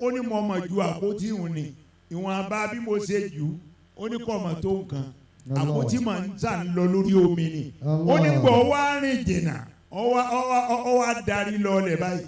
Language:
Yoruba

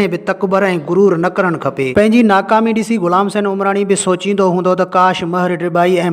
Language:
Sindhi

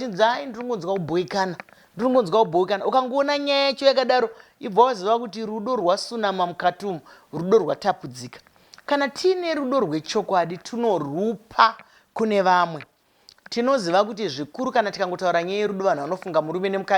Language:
Shona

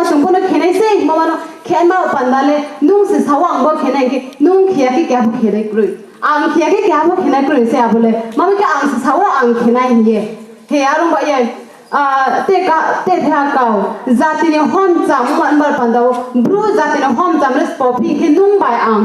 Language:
Riang (India)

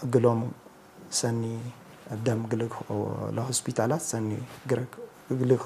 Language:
Tigre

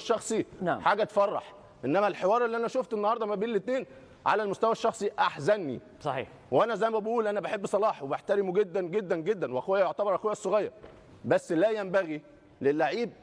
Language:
Egyptian Arabic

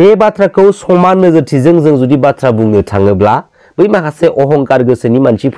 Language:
Bodo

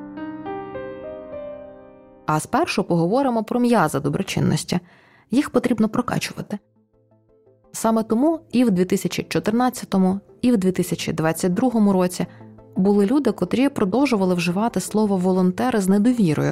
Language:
Ukrainian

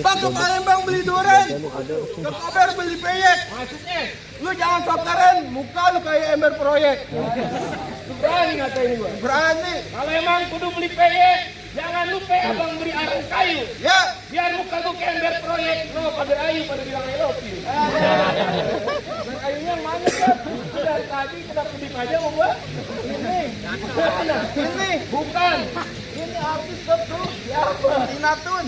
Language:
Betawi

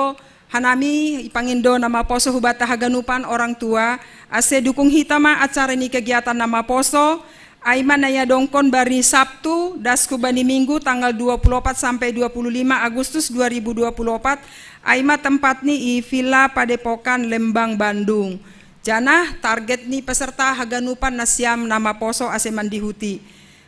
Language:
Batak Simalungun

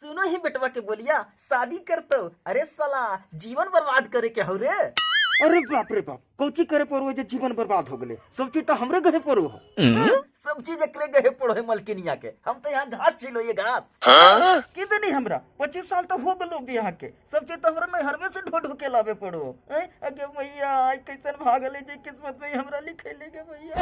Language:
Magahi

